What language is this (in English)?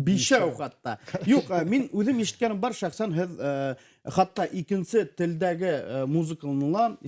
Bashkir